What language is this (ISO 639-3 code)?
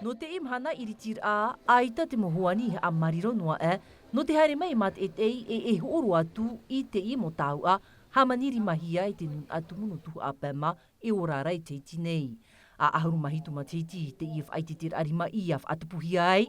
tah